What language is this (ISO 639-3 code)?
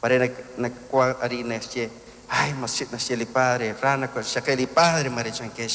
kek